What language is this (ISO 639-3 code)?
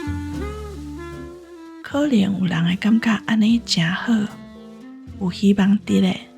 nan